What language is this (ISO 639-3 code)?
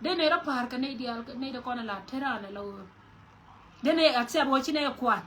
nus